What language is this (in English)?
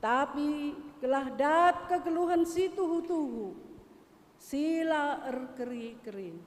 Batak Karo